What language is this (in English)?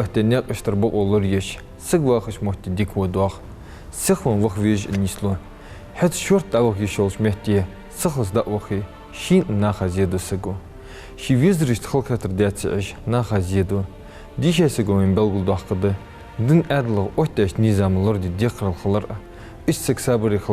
Ingush